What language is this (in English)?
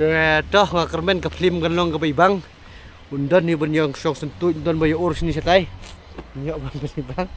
Khasi